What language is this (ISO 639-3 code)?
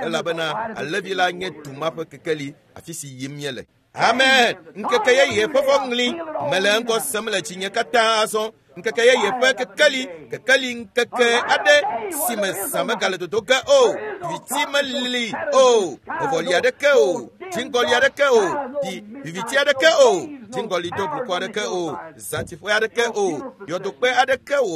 ewe